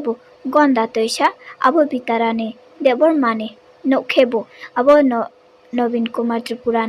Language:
Riang (India)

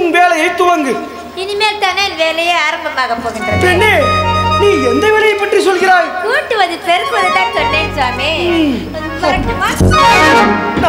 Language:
Tamil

